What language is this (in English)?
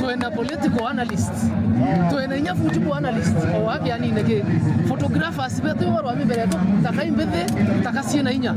Meru